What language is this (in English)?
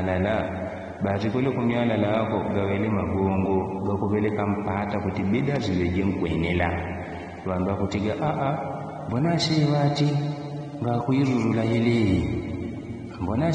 Yao